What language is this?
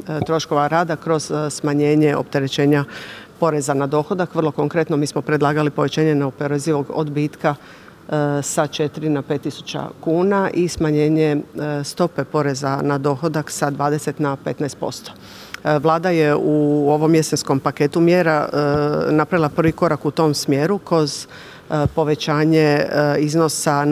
Croatian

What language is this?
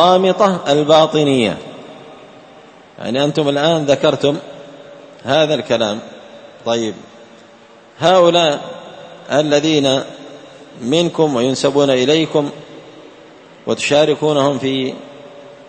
Arabic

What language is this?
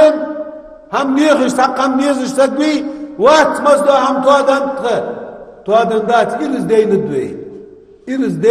Ingush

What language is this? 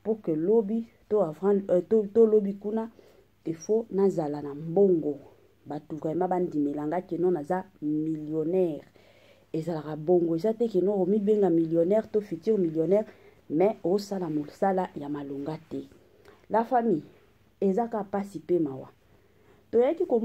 Lingala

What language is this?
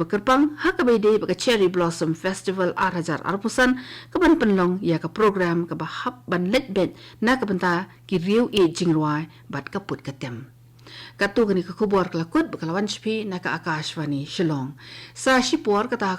Khasi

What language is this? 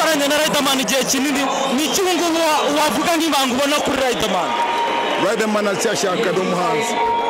Kinyarwanda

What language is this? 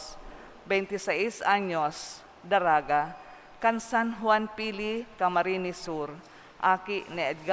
Bikol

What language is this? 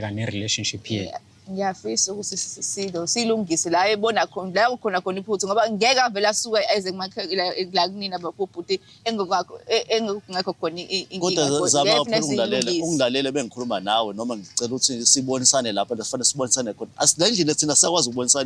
Zulu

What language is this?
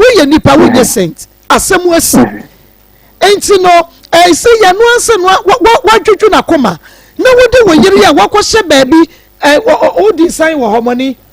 Akan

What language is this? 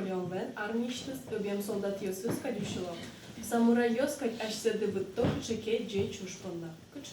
Udmurt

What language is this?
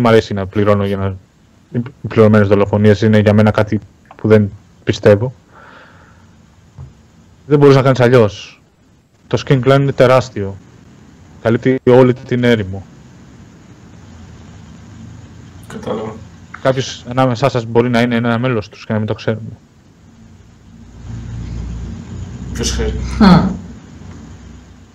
Greek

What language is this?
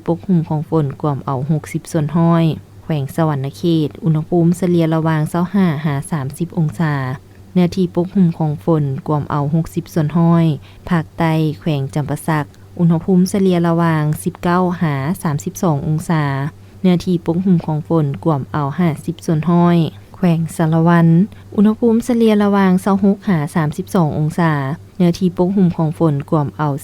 Lao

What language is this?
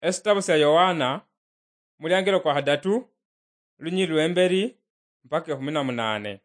Luyia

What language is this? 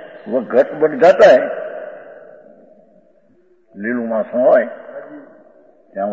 Gujarati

